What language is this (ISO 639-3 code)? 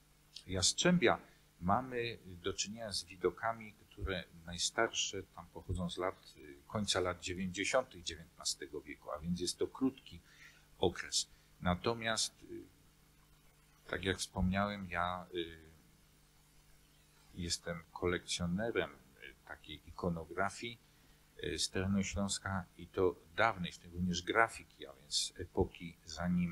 pol